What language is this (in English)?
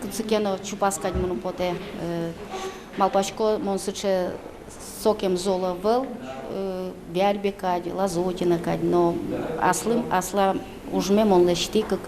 Udmurt